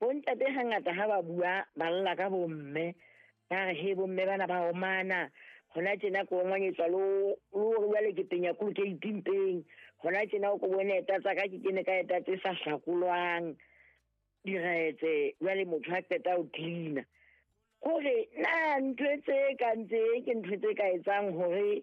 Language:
Southern Sotho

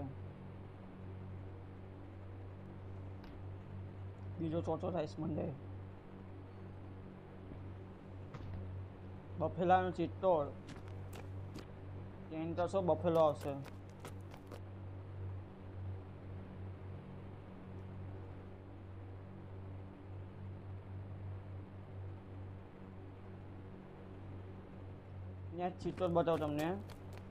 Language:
Gujarati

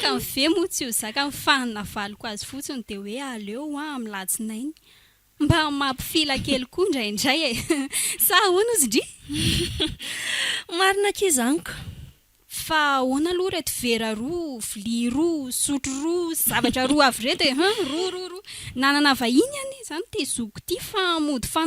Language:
Malagasy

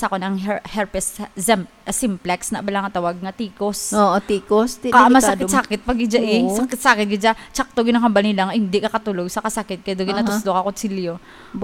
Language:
Hiligaynon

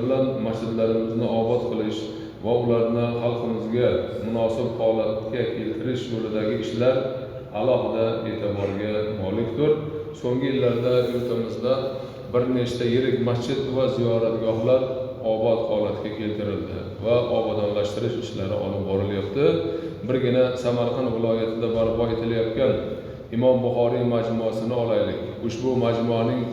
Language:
Uzbek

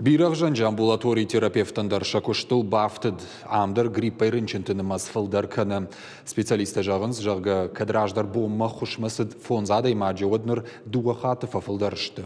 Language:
Ossetic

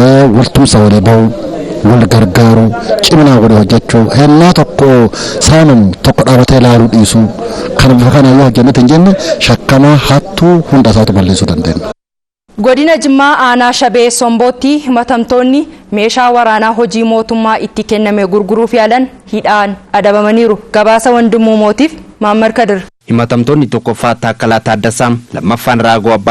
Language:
Oromo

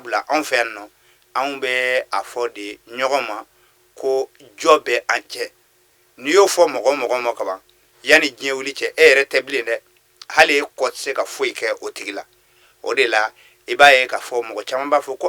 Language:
Bambara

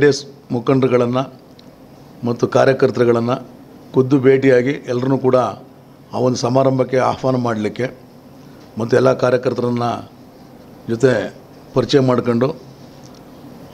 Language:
Kannada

